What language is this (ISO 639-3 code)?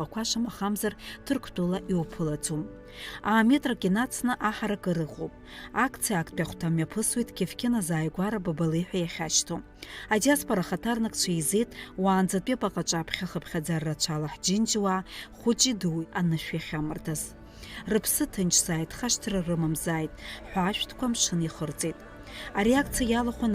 abk